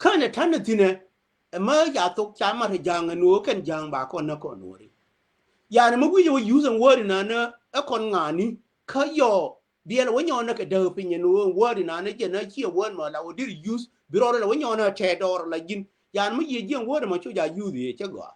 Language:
Nuer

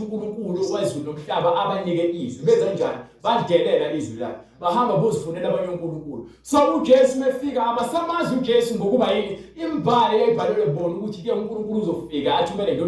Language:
Zulu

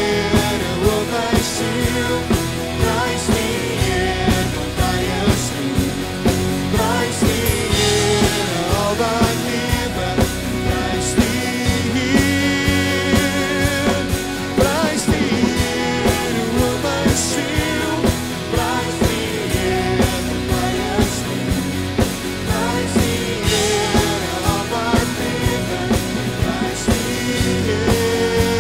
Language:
Afrikaans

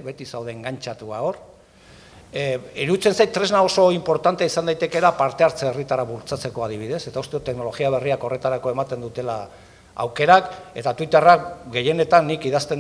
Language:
Basque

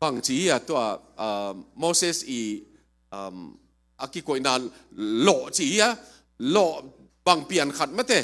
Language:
Tedim Chin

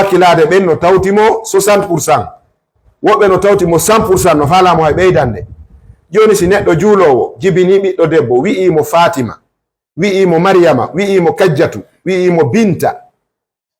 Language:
Fula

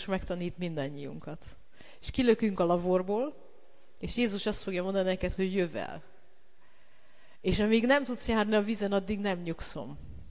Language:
Hungarian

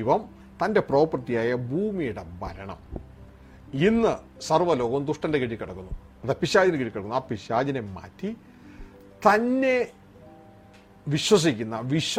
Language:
Malayalam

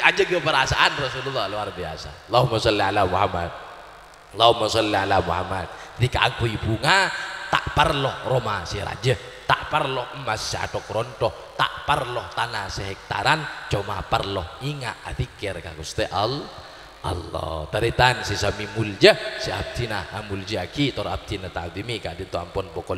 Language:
Madurese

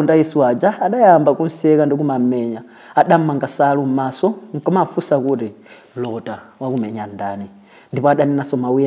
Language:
Nyanja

